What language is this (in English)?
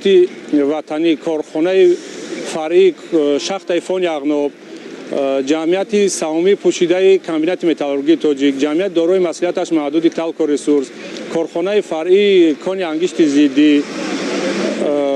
Tajik